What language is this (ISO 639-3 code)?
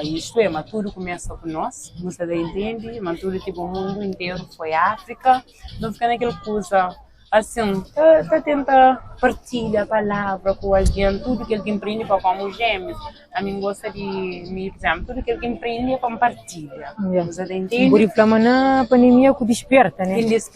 kea